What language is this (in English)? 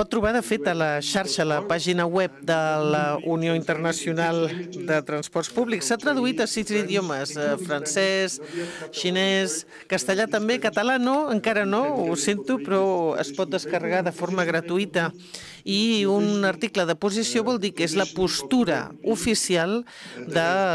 Catalan